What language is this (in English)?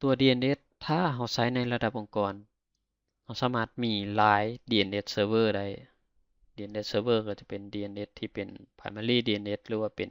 Lao